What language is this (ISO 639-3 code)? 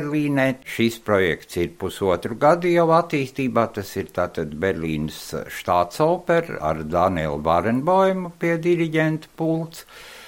lav